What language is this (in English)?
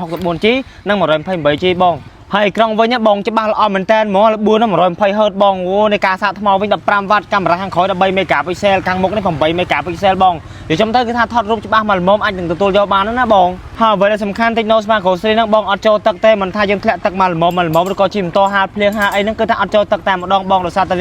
Khmer